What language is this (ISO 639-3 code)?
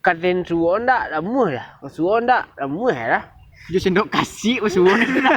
min